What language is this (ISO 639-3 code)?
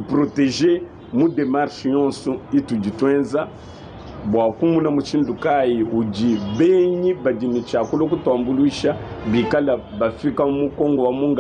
lua